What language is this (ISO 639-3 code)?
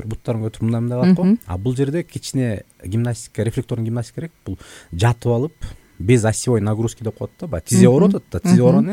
kir